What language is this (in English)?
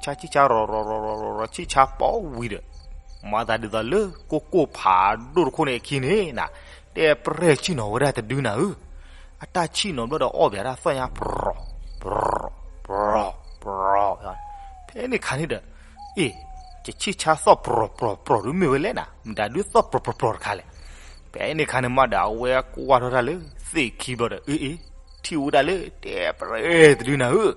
S'gaw Karen